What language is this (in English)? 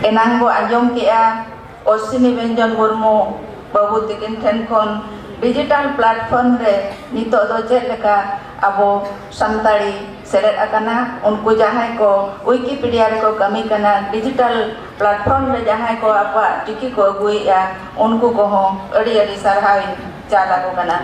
Santali